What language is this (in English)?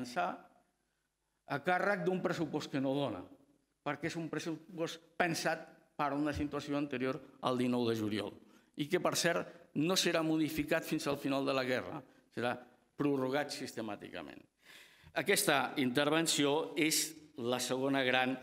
Catalan